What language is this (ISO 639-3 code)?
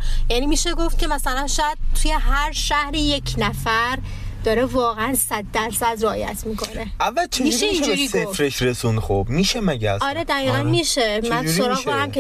fas